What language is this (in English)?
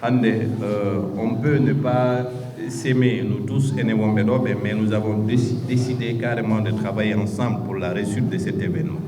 Fula